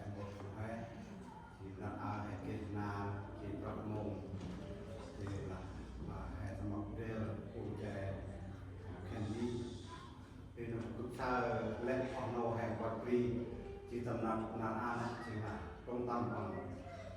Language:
Central Mnong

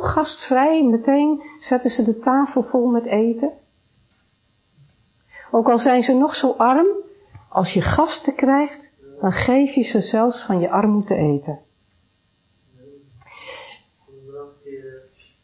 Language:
Dutch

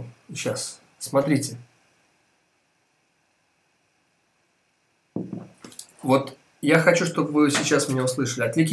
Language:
Russian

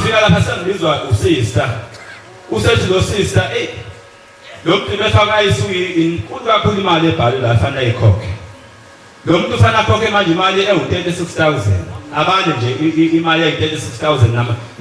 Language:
Zulu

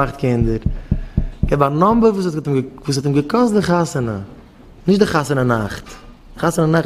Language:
Yiddish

